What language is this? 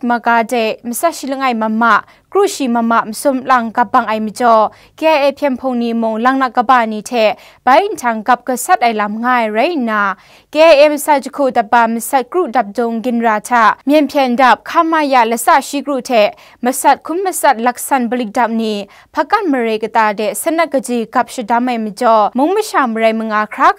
Kachin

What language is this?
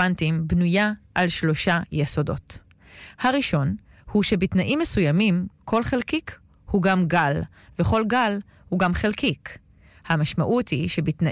Hebrew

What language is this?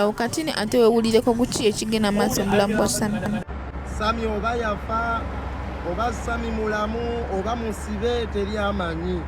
Ganda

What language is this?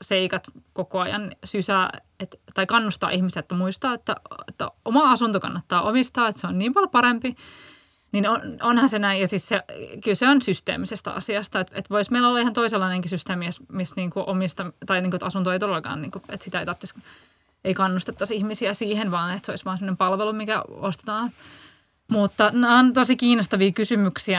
Finnish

